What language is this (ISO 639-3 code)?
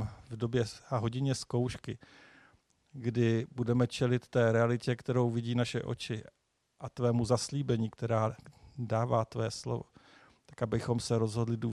ces